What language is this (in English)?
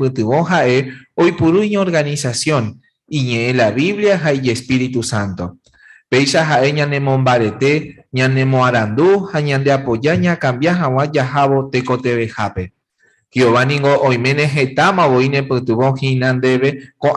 Guarani